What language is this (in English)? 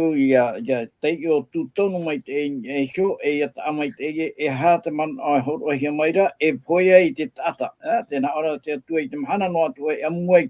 Tahitian